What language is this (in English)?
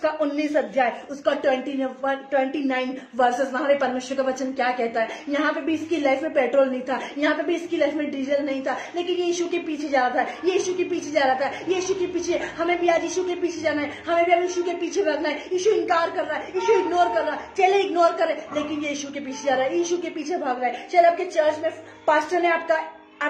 Hindi